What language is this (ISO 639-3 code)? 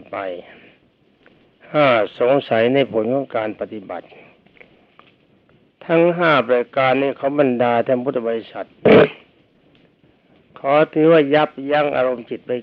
tha